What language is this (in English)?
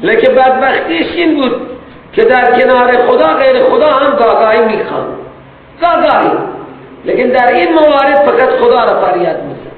Persian